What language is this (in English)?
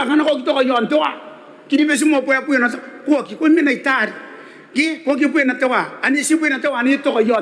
Gilbertese